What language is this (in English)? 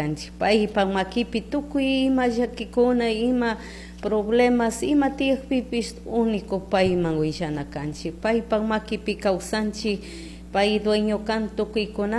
Chimborazo Highland Quichua